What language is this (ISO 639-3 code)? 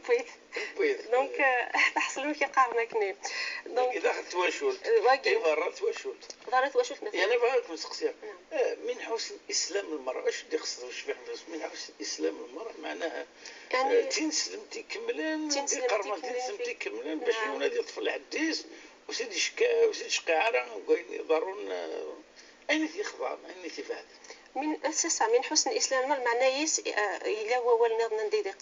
ary